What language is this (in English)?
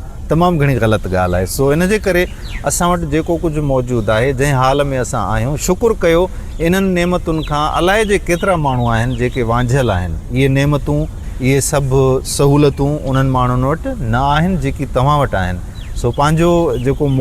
Sindhi